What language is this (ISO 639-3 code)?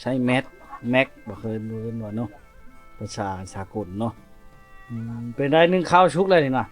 lao